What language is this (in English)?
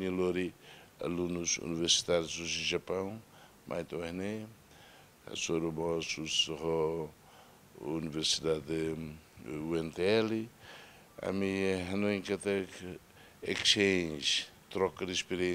Tetum